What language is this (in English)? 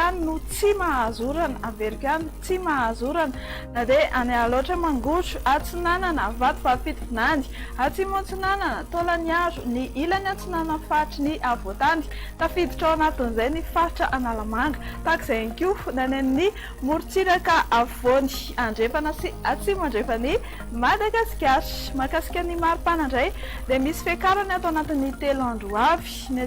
Malagasy